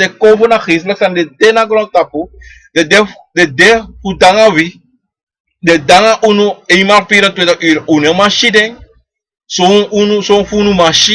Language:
Sranan Tongo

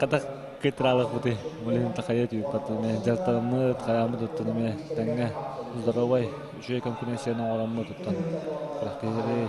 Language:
Yakut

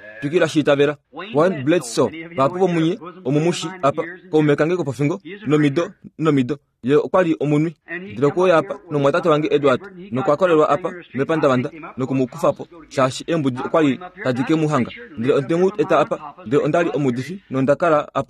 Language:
Kuanyama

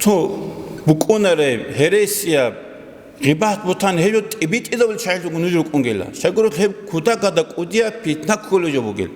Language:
Avaric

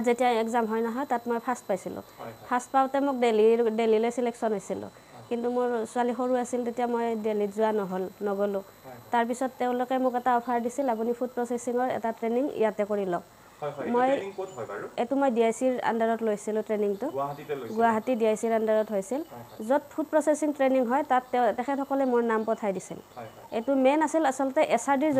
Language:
Assamese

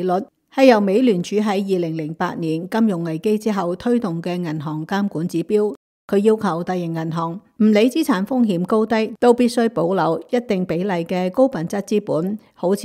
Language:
Cantonese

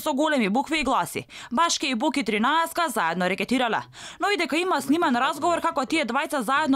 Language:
Macedonian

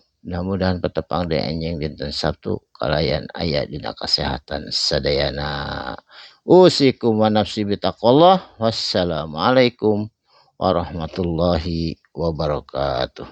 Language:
Sundanese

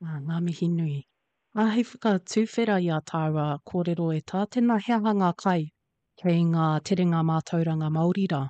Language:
Māori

